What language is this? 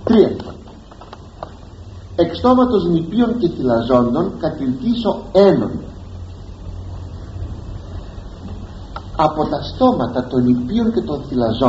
Greek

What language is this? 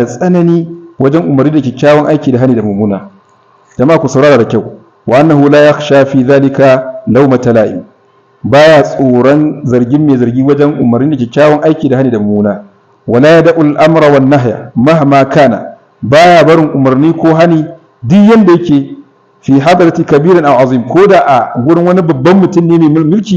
Hausa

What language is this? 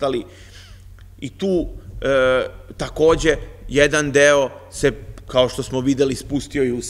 Serbian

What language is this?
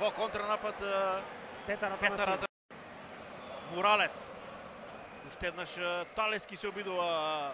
Macedonian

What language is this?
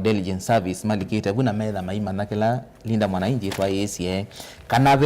Kamba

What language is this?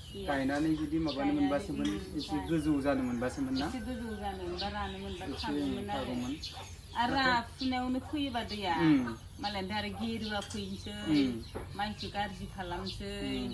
Bodo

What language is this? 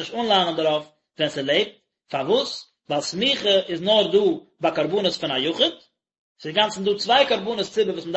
Yiddish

